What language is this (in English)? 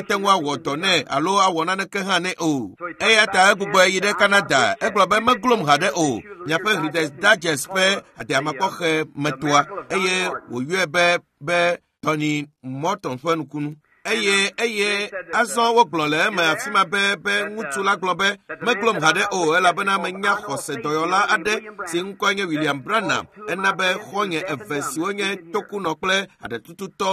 Ewe